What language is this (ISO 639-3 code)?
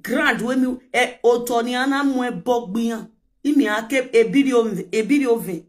pcm